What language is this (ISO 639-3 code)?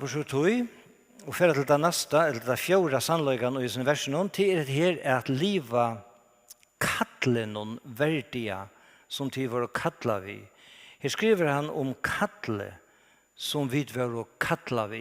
fao